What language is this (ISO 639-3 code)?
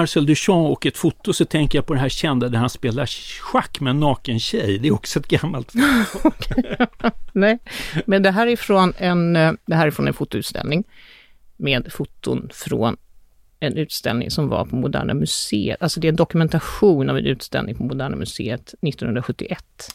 swe